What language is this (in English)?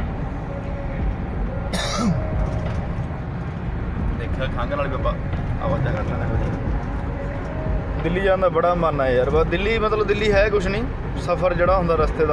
Punjabi